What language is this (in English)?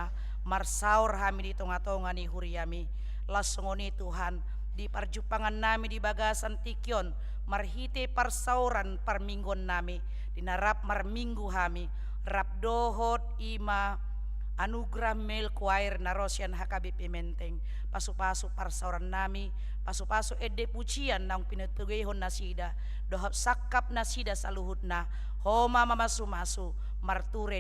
Batak Toba